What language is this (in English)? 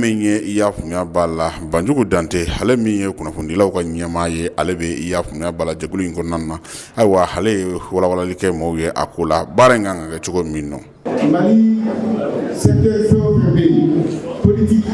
Bambara